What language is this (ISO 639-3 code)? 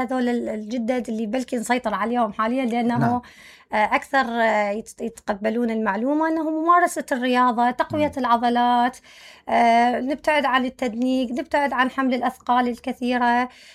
acm